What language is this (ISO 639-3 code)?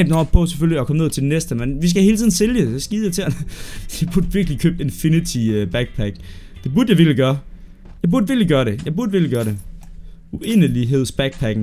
dan